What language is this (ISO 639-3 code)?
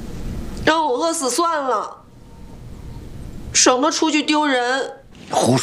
zho